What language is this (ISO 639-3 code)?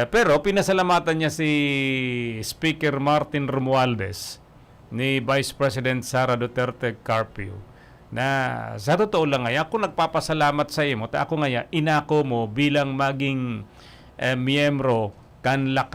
bik